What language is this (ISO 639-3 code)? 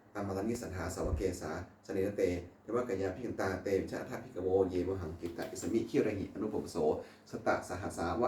pli